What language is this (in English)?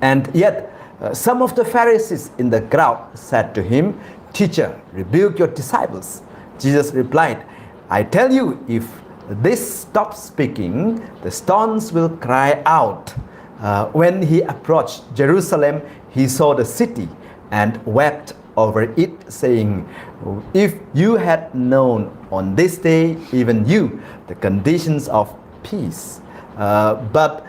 Tangkhul Naga (India)